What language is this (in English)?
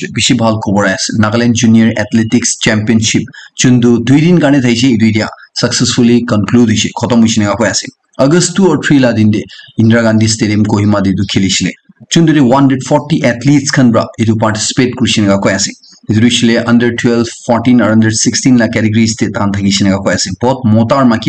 Naga Pidgin